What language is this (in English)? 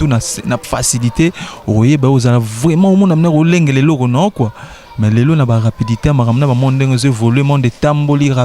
Lingala